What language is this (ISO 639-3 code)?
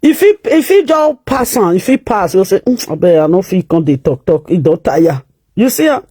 pcm